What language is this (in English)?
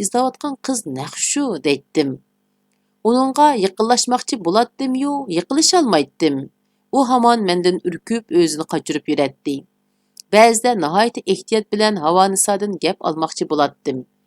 Uyghur